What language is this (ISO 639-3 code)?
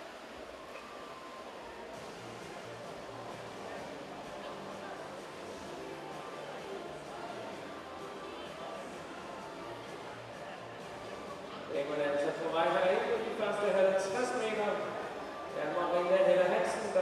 dan